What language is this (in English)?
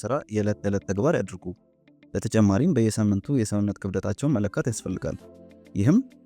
Amharic